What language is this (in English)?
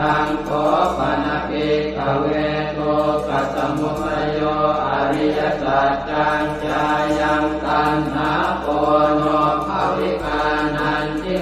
Pali